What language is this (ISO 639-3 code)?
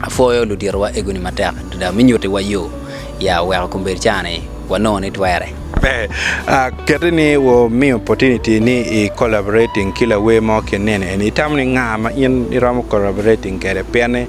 ach